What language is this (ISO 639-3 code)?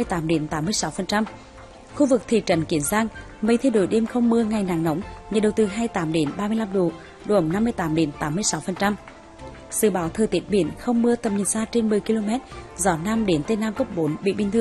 vie